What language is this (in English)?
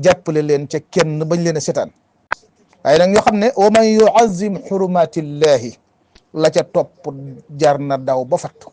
Wolof